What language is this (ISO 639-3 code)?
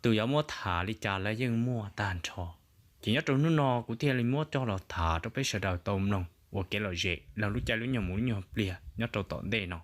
hmn